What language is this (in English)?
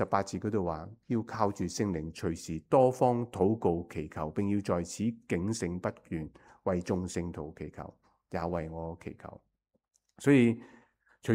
Cantonese